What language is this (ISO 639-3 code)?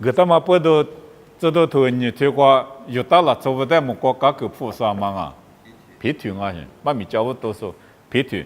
lis